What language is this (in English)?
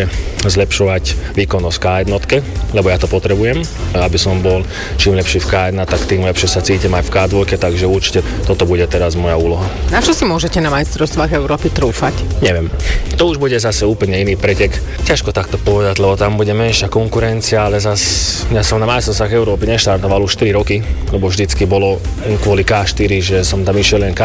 Slovak